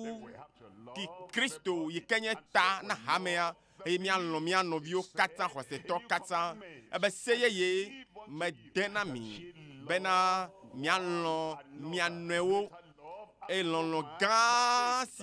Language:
Ewe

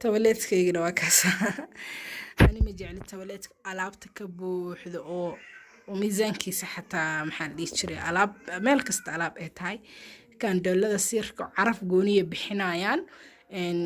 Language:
Somali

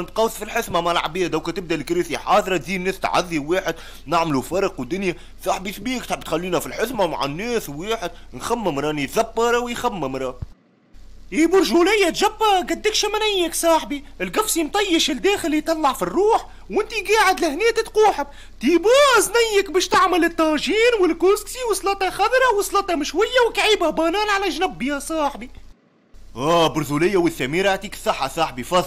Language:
Tunisian Arabic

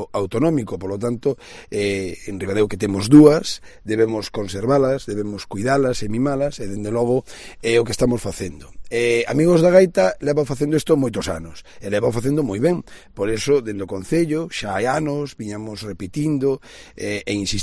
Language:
Galician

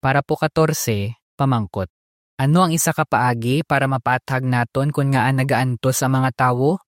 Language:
Hiligaynon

